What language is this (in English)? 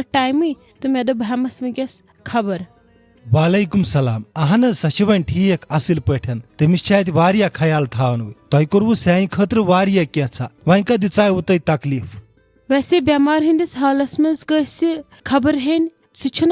Kashmiri